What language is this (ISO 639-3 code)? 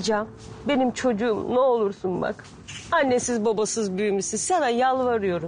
tur